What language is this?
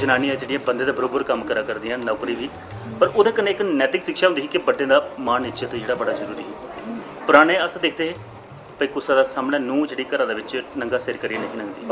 Dogri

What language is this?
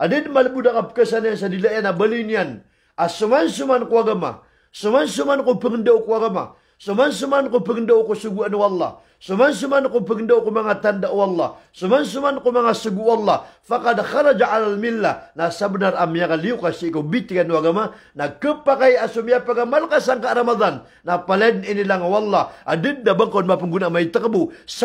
Maranao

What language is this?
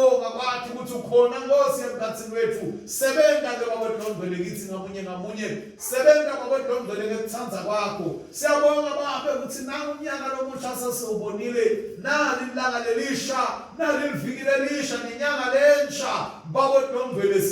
Swati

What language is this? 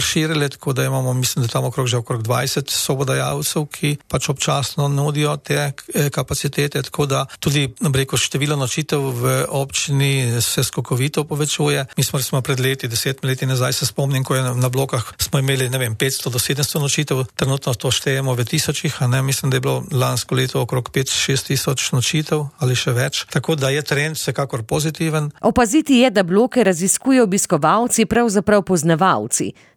Slovenian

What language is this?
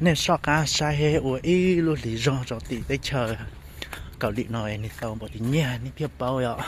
Hmong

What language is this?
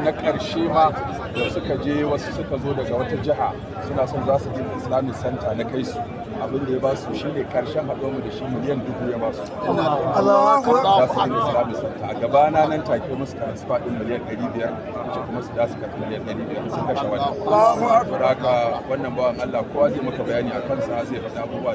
Hausa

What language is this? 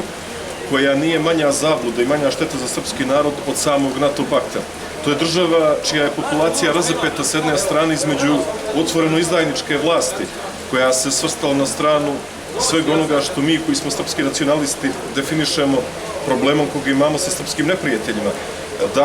Serbian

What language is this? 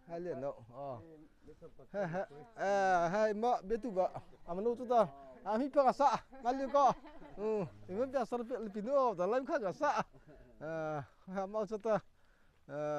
Mara Chin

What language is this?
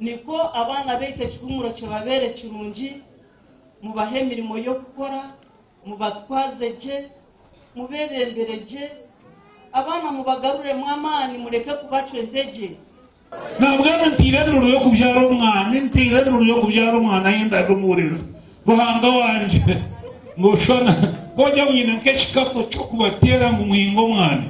Nyankole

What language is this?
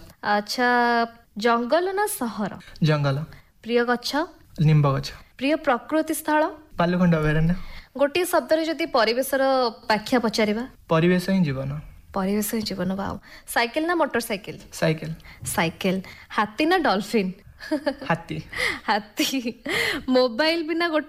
Odia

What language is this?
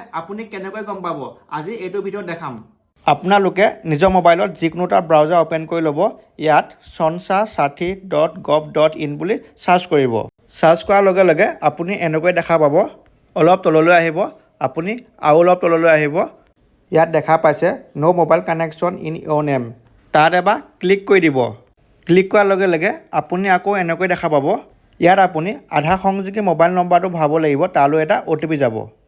Assamese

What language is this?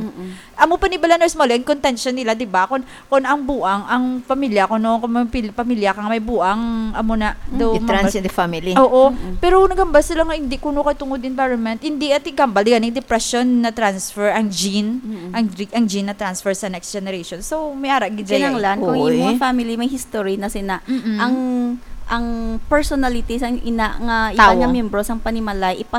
Hiligaynon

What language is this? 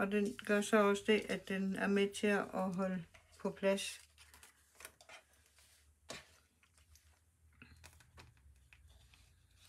Danish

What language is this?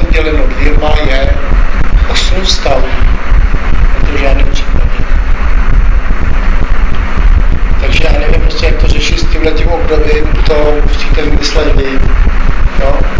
Czech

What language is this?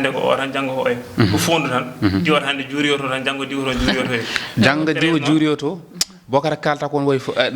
Fula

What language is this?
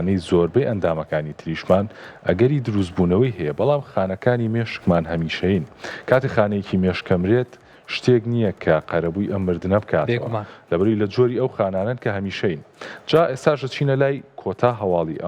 Central Kurdish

